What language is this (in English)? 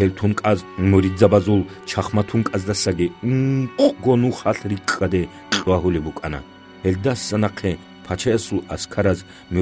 Avaric